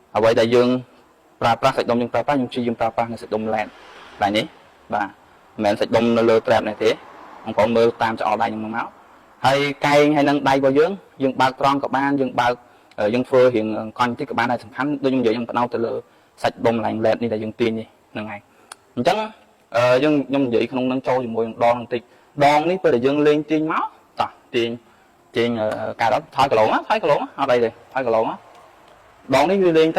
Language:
Khmer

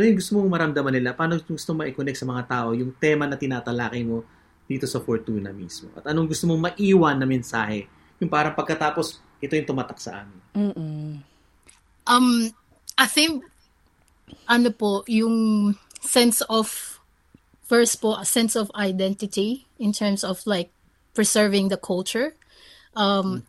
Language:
Filipino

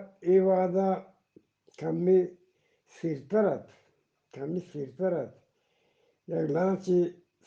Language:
Eastern Balochi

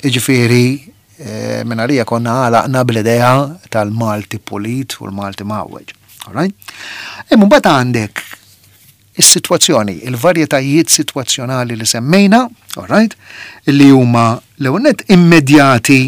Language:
Maltese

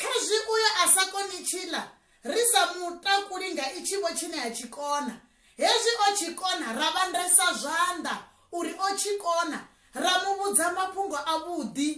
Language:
Venda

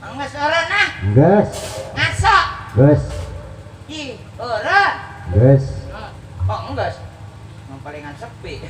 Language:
Sundanese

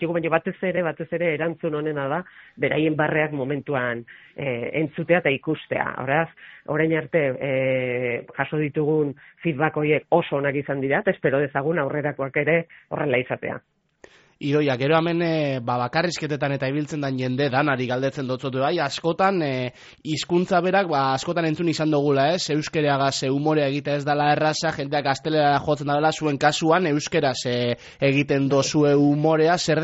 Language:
Basque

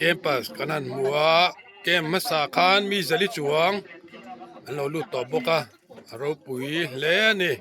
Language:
Mizo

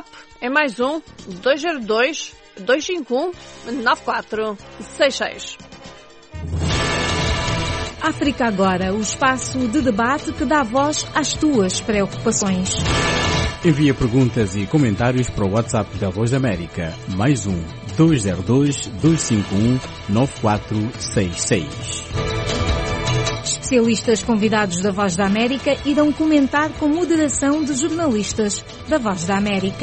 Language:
Portuguese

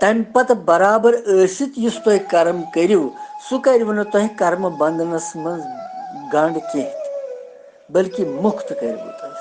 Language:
Kashmiri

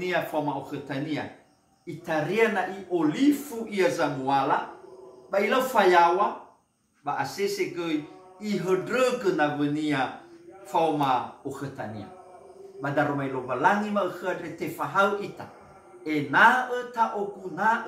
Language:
Nias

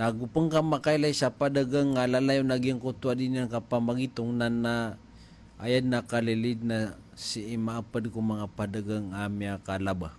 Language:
Maranao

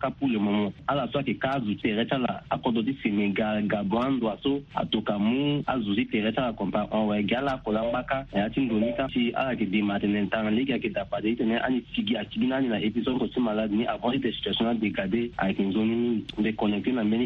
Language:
Sango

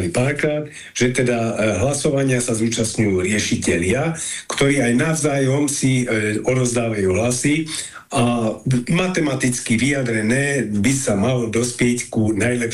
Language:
Slovak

